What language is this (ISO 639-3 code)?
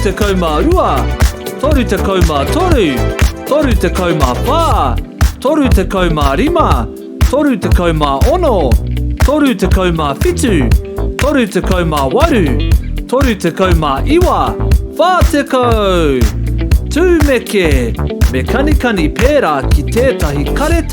mri